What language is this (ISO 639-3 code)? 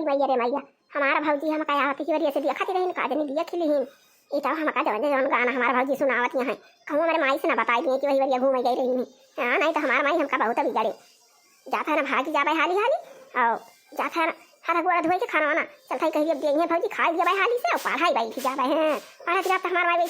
awa